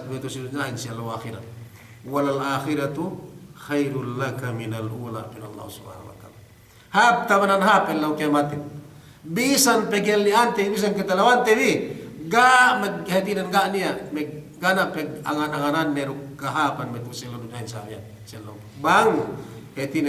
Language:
Yakan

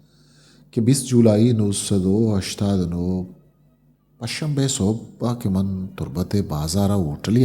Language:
Eastern Balochi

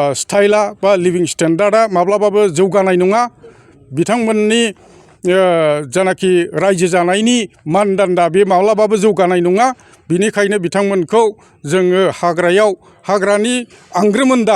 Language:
Bodo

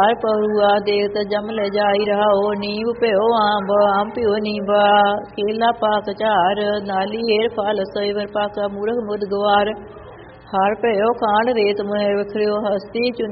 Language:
Punjabi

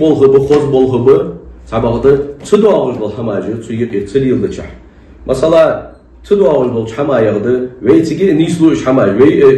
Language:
Ingush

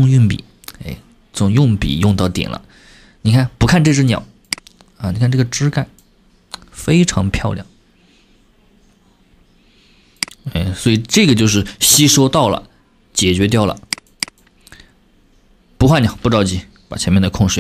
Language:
Chinese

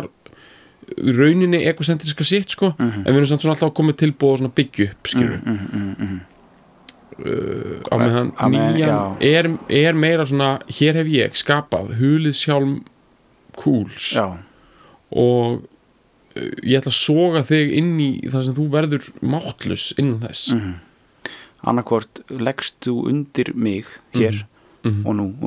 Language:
Icelandic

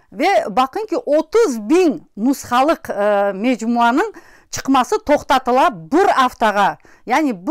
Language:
Crimean Tatar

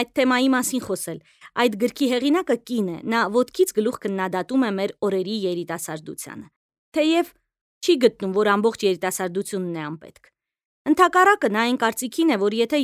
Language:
Armenian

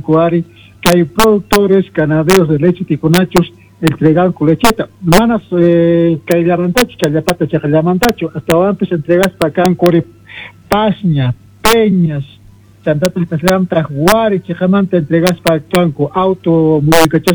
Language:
Quechua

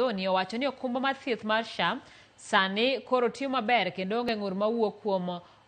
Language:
Luo (Kenya and Tanzania)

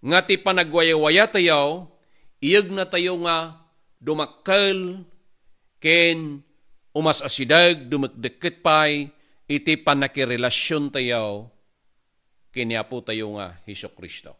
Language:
Iloko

